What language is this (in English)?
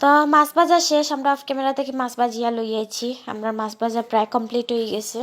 Sylheti